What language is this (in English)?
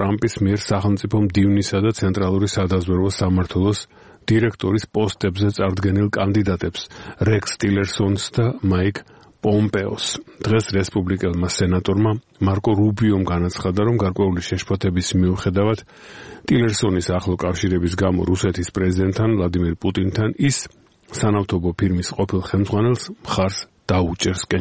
Georgian